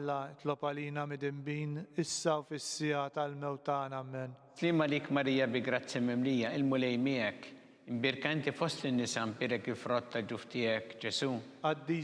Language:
Maltese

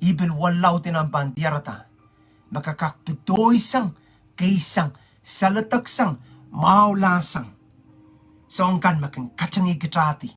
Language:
Pohnpeian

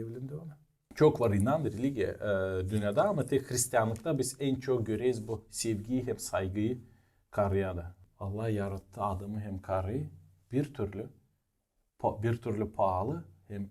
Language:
Gagauz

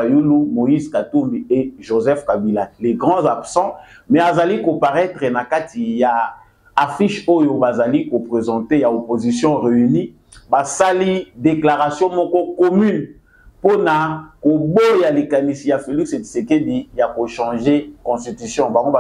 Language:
Lingala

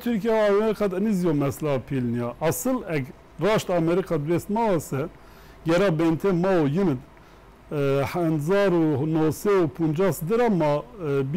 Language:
Zaza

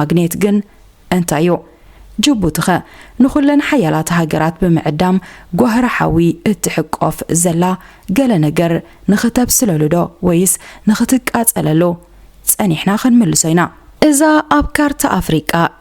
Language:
Tigrinya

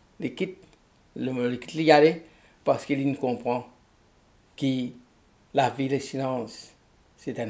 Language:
Morisyen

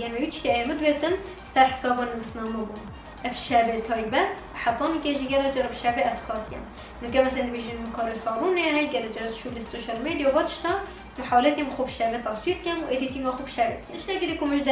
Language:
Kurdish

